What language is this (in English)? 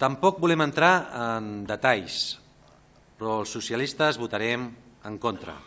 Catalan